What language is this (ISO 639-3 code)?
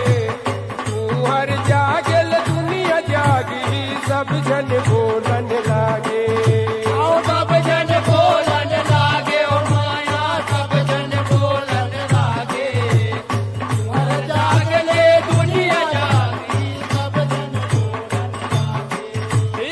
hne